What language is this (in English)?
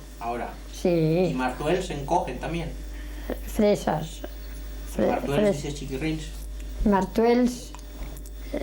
Aragonese